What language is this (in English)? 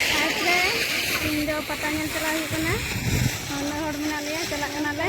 Santali